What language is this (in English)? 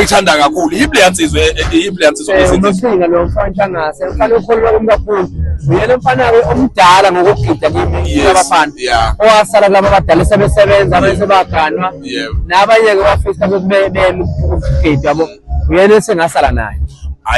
Zulu